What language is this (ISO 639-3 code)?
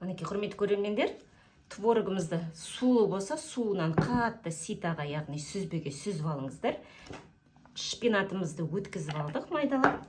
kaz